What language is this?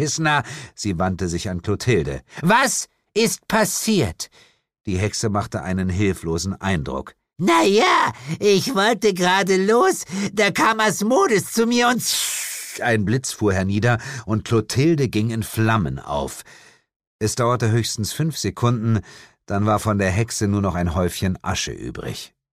German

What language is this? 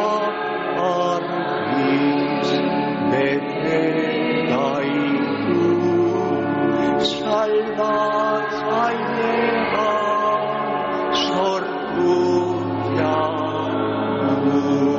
Basque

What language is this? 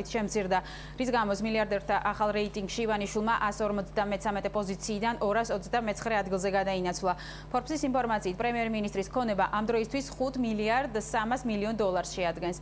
Georgian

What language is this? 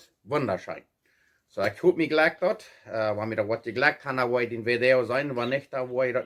Plautdietsch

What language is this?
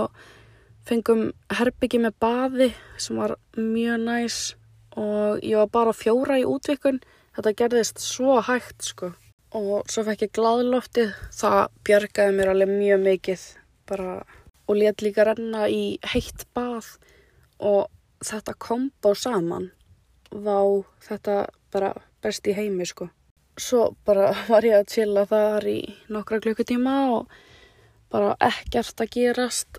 Icelandic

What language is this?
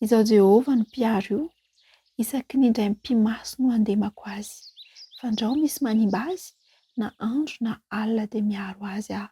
Malagasy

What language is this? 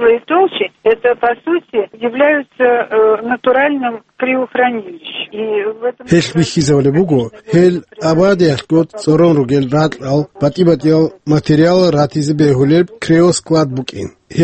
Avaric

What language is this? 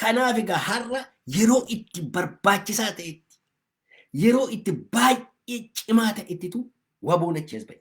Oromo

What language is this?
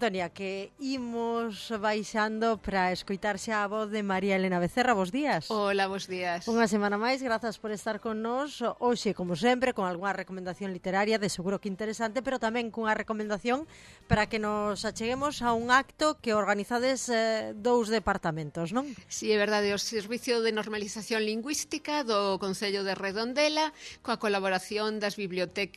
Galician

